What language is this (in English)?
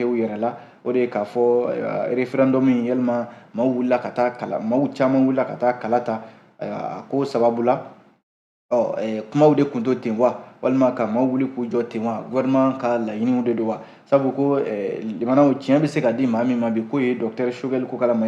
Bambara